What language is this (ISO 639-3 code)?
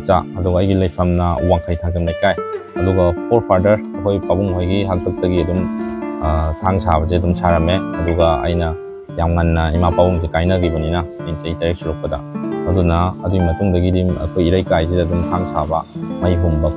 mni